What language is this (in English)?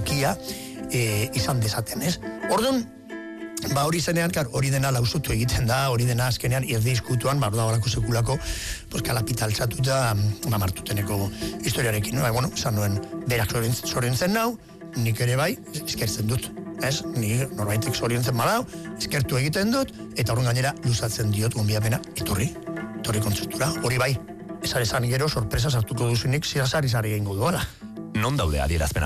Basque